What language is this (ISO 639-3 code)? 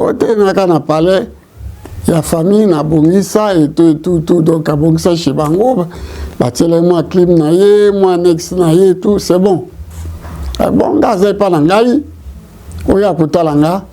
lin